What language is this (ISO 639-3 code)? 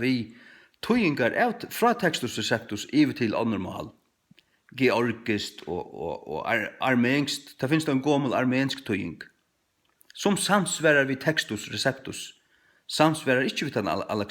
fao